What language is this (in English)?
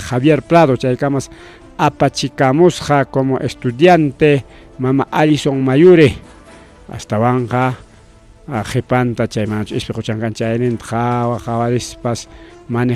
Ayacucho Quechua